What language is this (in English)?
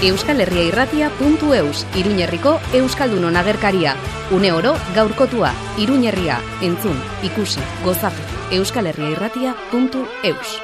Basque